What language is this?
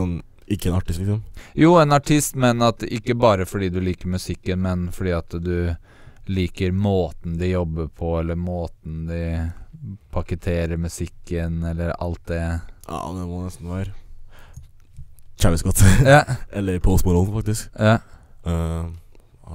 Norwegian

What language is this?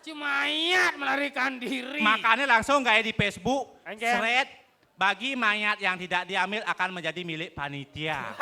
Balinese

